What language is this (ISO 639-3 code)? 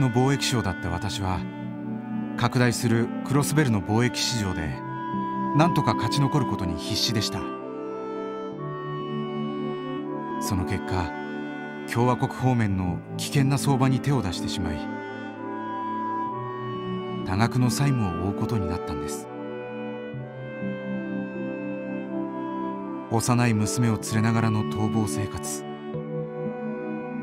jpn